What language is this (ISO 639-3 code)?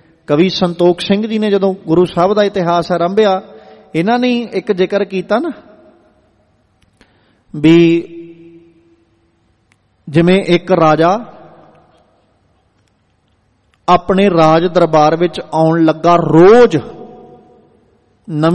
pan